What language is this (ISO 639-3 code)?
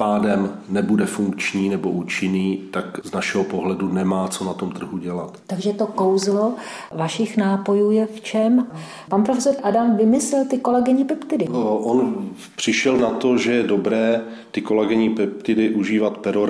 ces